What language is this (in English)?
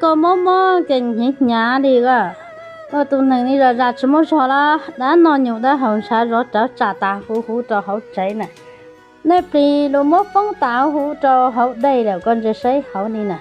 Hmong